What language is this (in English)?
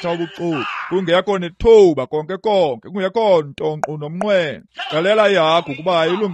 Xhosa